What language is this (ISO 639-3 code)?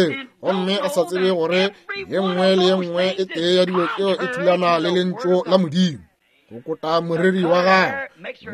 nso